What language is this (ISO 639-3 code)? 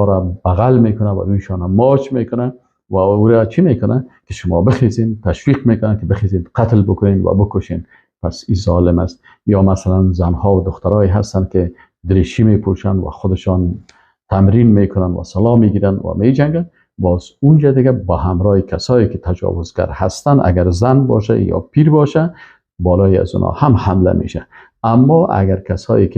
fas